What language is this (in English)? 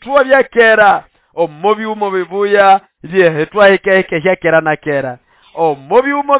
Nande